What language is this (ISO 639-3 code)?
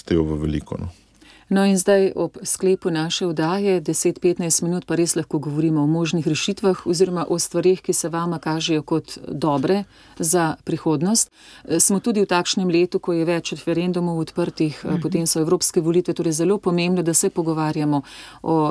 slv